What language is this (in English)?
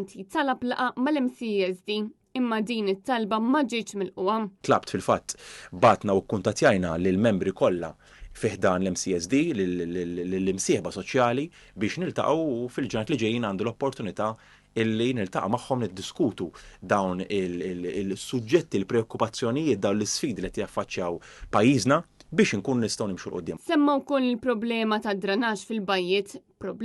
Maltese